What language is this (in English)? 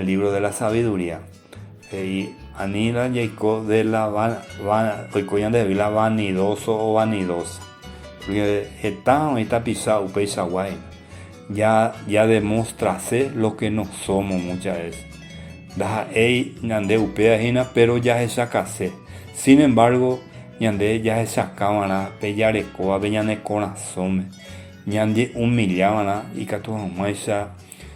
Guarani